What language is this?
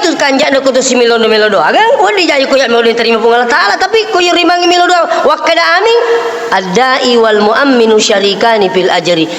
Buginese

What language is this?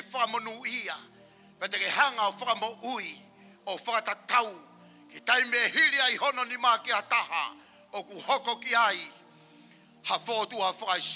Tongan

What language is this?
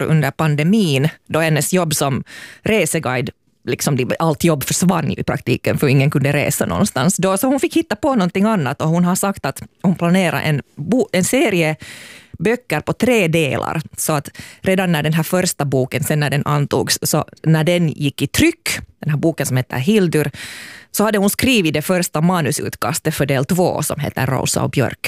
Swedish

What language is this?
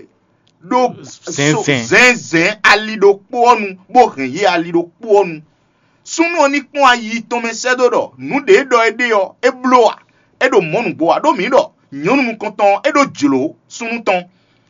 Fon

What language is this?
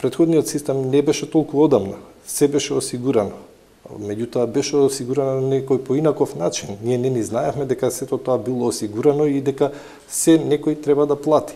Macedonian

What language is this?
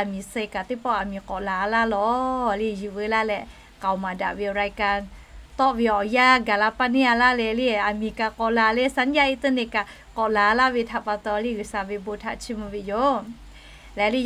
Lahu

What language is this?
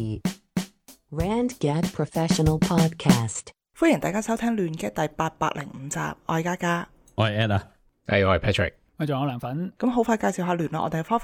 Cantonese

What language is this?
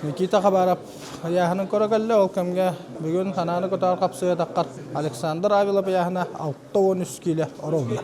Yakut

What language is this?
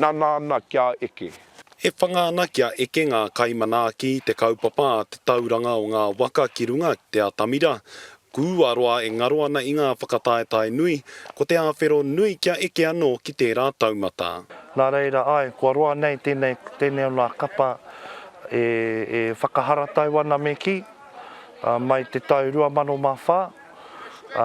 Māori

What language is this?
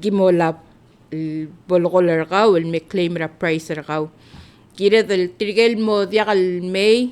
Palauan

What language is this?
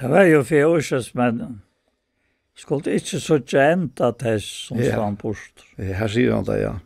Faroese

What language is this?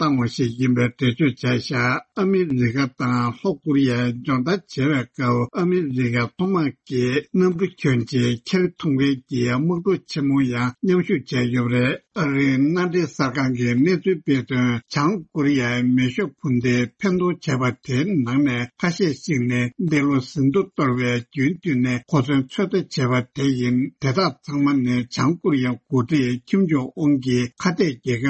Tibetan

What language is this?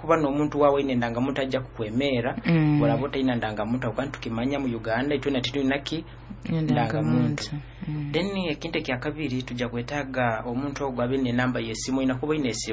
Nyoro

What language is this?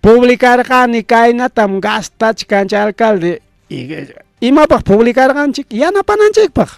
Ayacucho Quechua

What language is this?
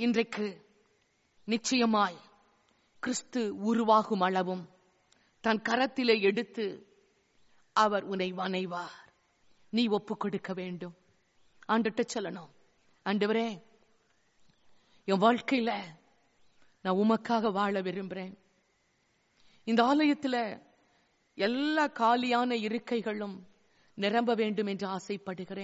Tamil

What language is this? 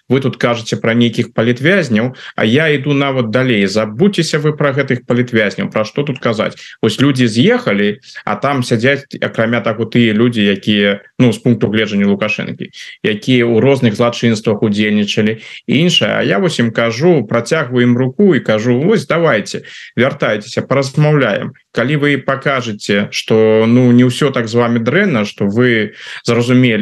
Belarusian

